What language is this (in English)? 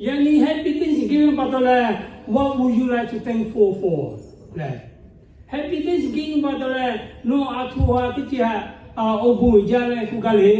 Lahu